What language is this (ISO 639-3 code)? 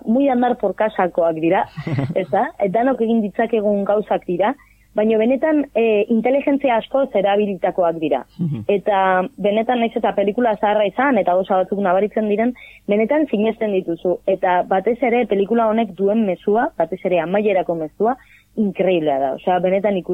eus